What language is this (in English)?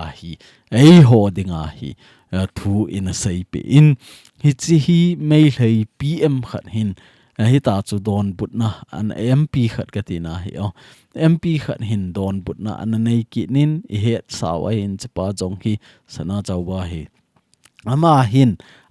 Thado Chin